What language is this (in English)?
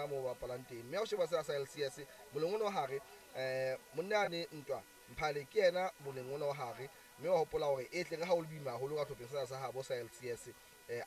Southern Sotho